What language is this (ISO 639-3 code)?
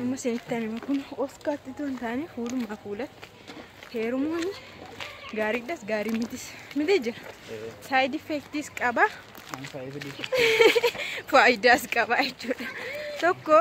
orm